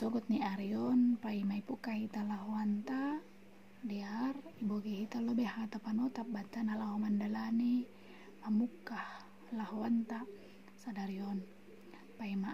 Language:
Batak Simalungun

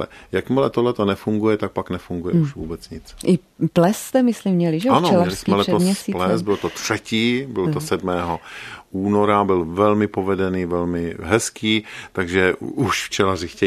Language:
Czech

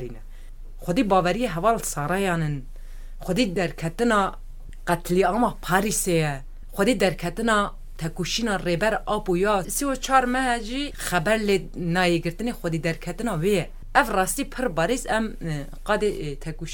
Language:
Kurdish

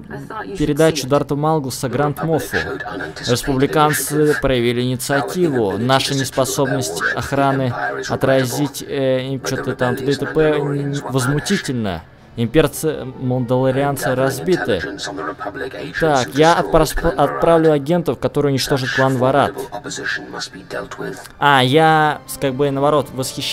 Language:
Russian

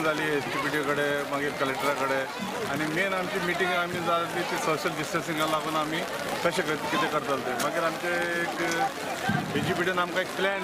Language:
Konkani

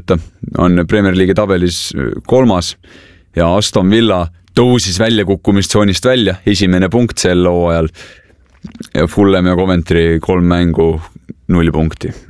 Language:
Estonian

